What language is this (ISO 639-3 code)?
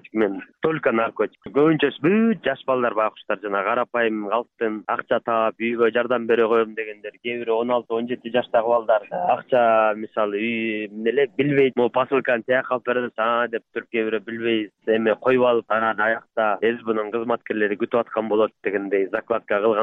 kir